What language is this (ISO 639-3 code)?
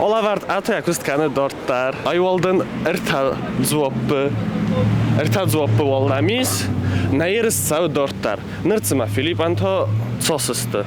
oss